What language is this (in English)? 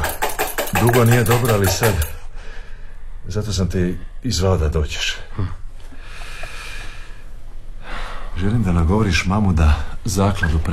Croatian